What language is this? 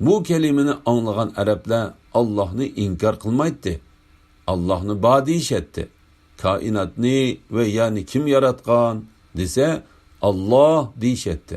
Uyghur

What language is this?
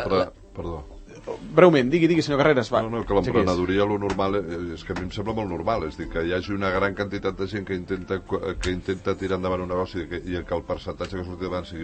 Catalan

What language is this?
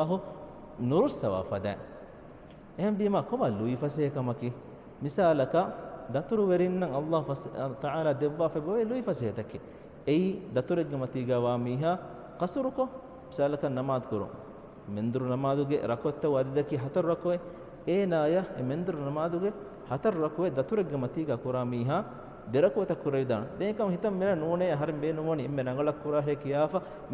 Divehi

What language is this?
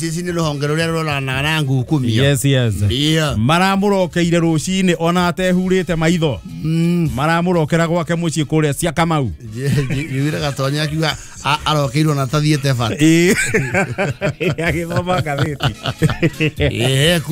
Kikuyu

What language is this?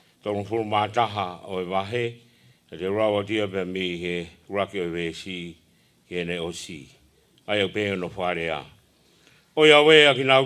Tongan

